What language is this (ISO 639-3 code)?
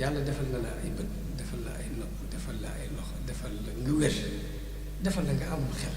wol